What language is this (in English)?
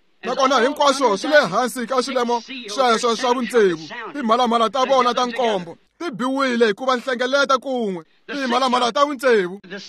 Tsonga